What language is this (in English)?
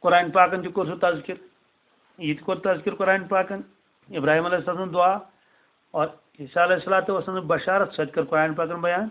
Kashmiri